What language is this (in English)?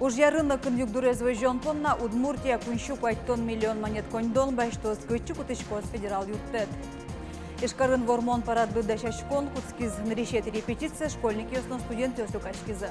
Udmurt